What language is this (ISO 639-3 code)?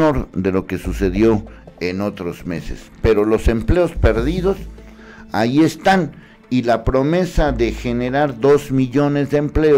spa